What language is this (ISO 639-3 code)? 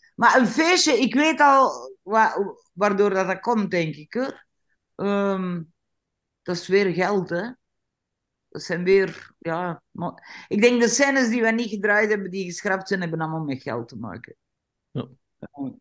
nld